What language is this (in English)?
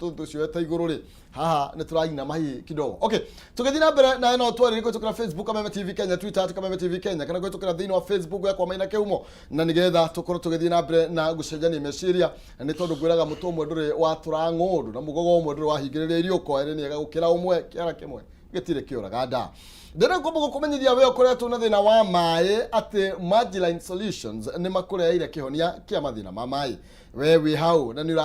Kikuyu